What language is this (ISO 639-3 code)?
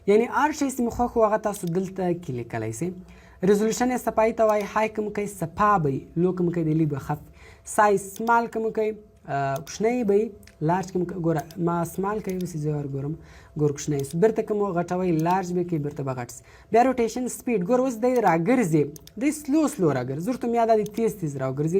pus